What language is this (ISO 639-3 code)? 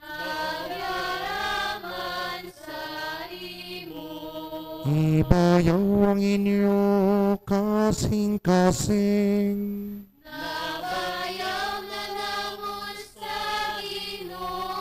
hil